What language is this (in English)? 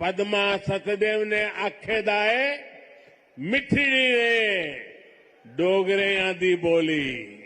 Dogri